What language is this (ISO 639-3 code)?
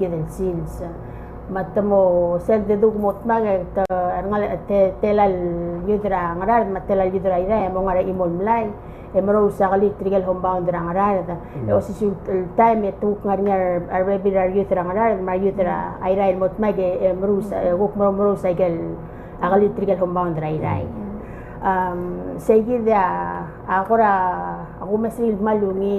pau